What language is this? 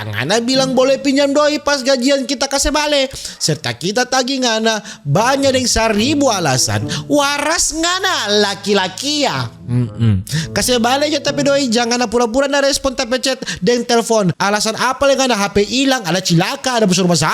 Manado Malay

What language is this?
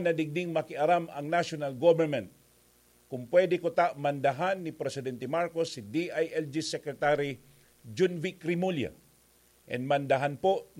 Bikol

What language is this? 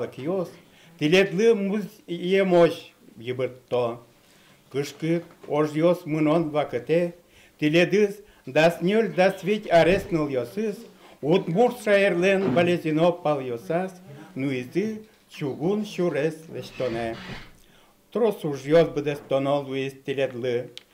Udmurt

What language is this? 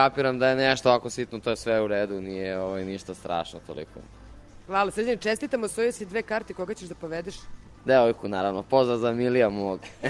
Serbian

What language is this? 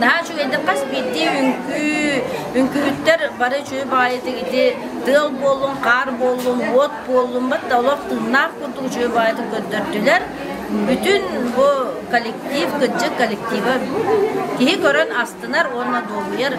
Yakut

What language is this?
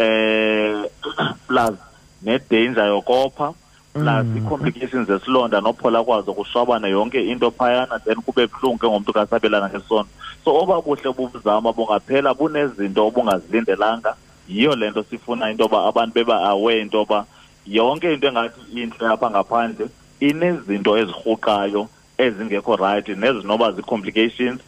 Xhosa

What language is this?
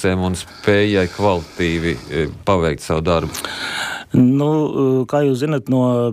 Latvian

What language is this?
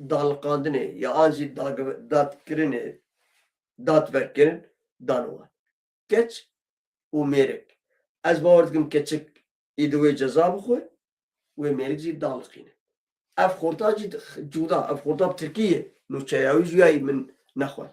Kurdish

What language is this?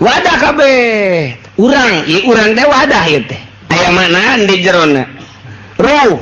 Sundanese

